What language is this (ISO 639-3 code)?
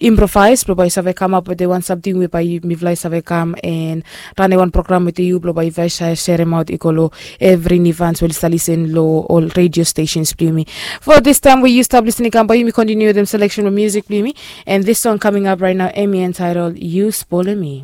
bis